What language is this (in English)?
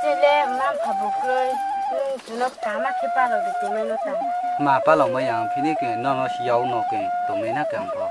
Riang (India)